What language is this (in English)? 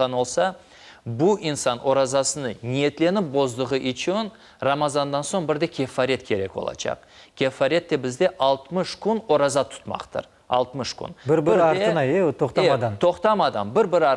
Crimean Tatar